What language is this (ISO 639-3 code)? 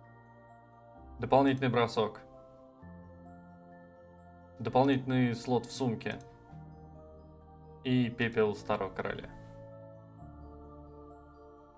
rus